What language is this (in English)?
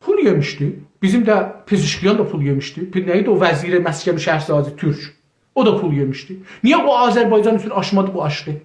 South Azerbaijani